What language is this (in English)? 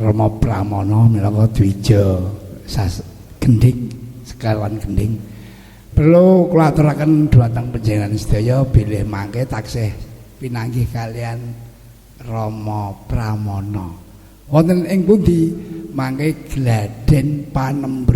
Javanese